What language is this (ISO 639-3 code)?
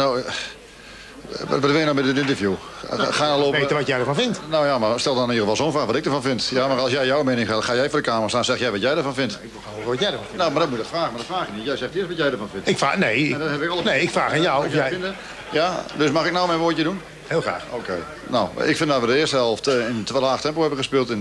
nld